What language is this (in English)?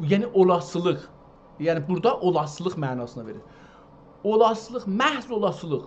South Azerbaijani